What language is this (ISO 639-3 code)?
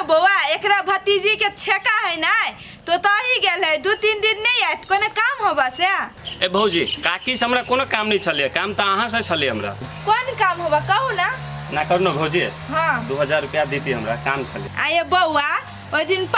mai